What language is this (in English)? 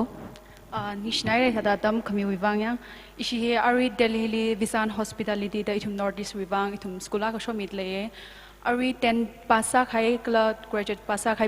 Tangkhul Naga (India)